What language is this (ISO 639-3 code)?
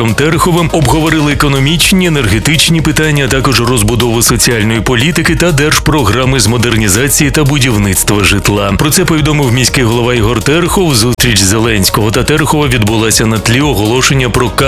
ukr